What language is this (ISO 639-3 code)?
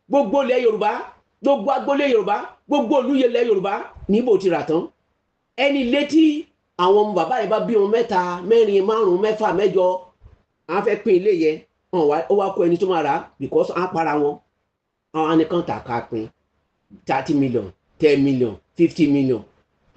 yor